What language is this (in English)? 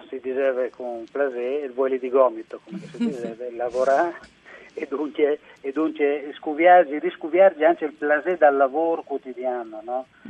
Friulian